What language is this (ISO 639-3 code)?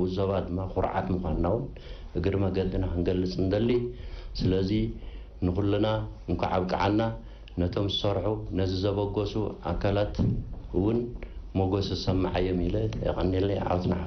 tir